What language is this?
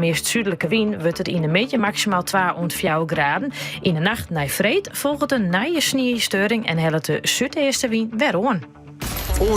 Western Frisian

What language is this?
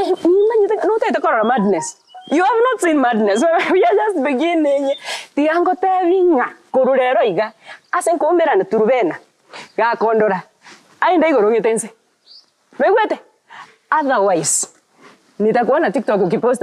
Gusii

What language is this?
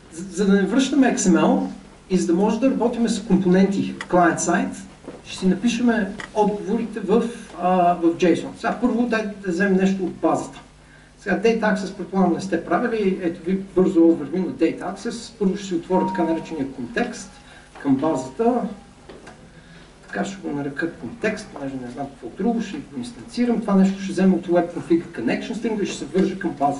Bulgarian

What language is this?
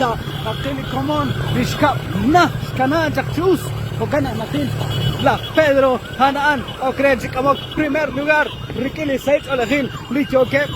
Kekchí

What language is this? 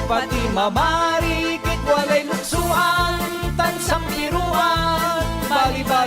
Pangasinan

